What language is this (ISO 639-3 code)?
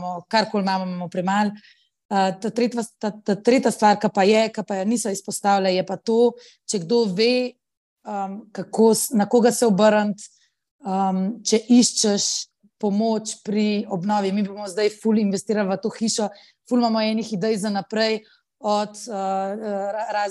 slv